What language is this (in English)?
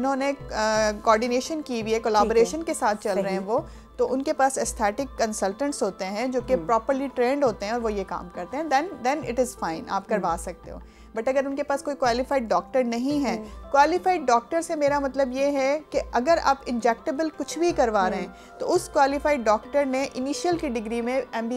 Hindi